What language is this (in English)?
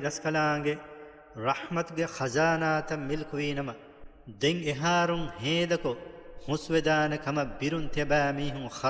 Divehi